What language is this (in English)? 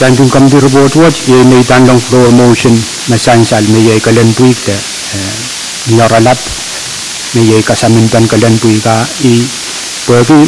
Pohnpeian